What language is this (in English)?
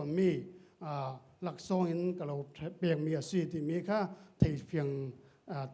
Falam Chin